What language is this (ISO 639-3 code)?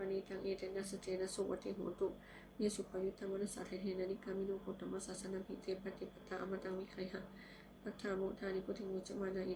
pli